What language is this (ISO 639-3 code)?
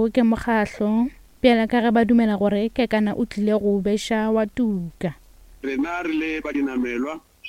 nso